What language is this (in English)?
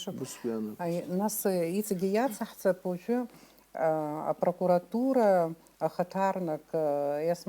Abkhazian